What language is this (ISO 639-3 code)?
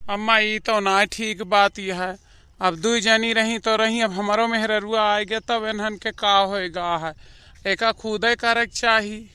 awa